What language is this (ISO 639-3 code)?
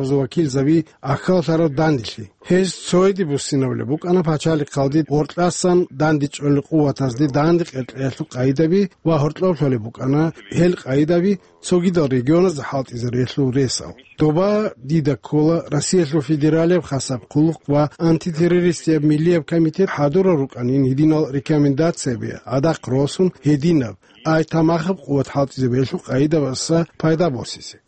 ava